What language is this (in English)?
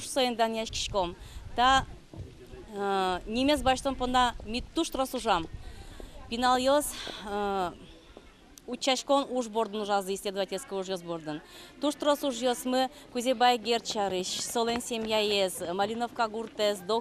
Udmurt